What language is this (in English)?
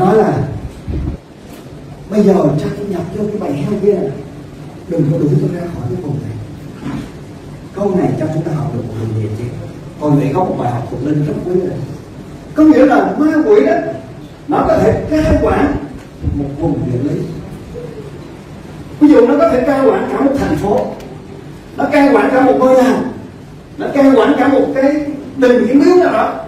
Vietnamese